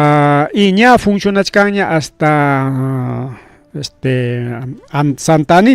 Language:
Ayacucho Quechua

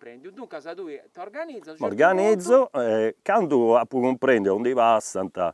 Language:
Sardinian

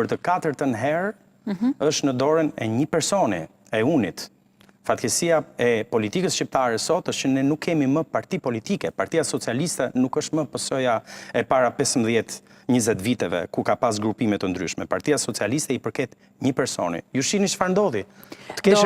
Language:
Albanian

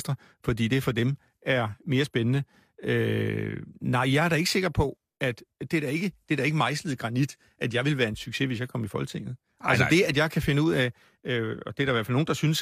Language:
Danish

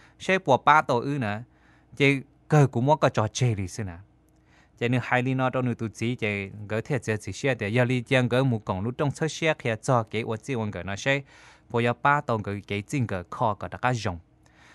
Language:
Hmong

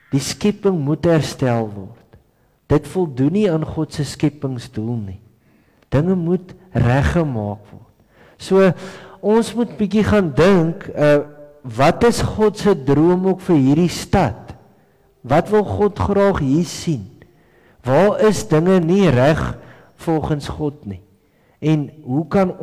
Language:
Afrikaans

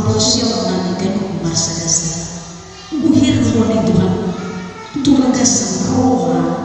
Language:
Batak Toba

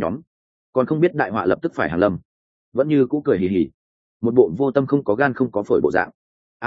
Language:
Vietnamese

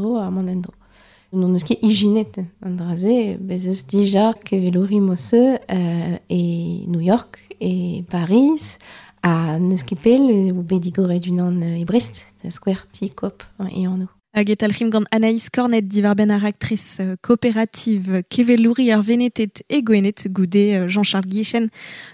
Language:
Breton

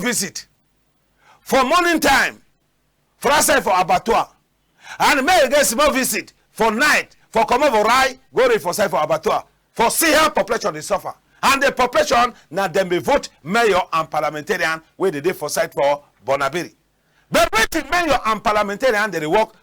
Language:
Cameroon Pidgin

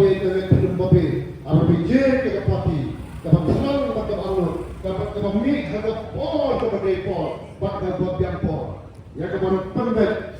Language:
Khasi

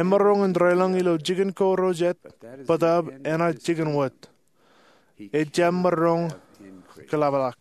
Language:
Marshallese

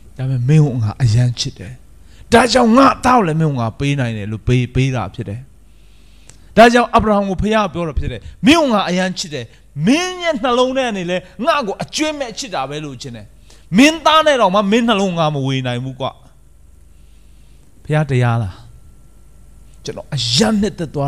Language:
Burmese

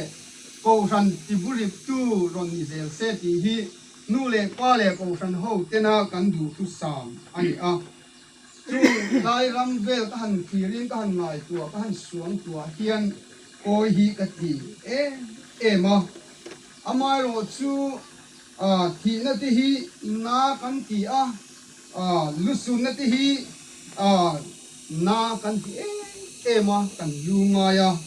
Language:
Hmar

